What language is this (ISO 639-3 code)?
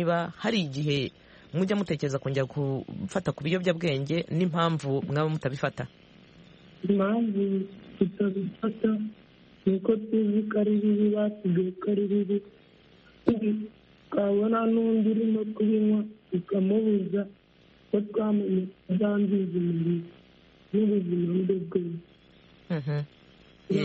kin